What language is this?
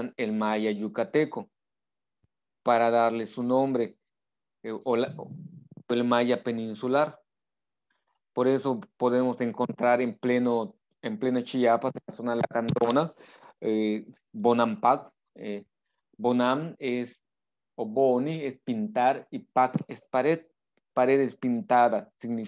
Spanish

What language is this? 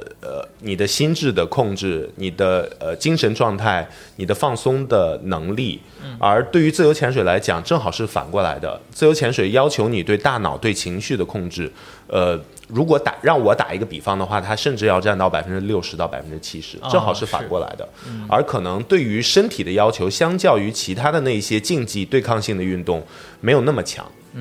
Chinese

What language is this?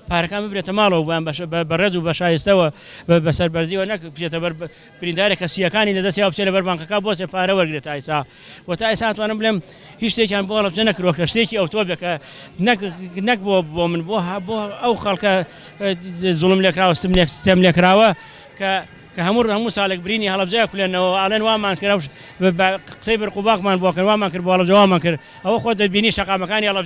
Central Kurdish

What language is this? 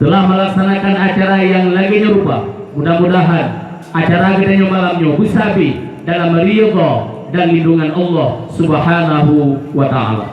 Achinese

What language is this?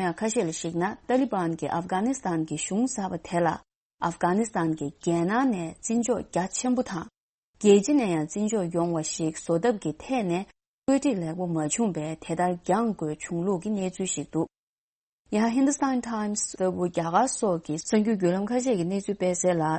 Tibetan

